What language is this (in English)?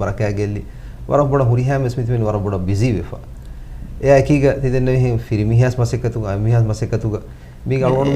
Divehi